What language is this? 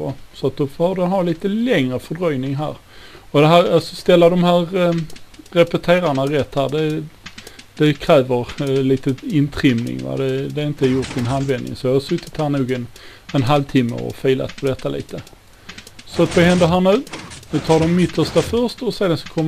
Swedish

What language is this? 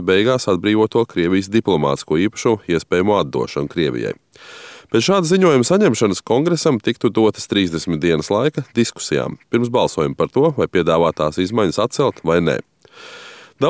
Latvian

